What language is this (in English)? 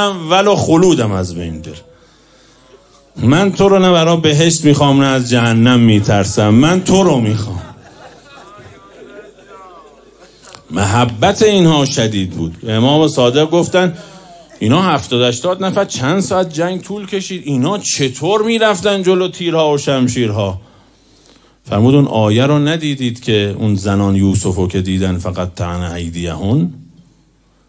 Persian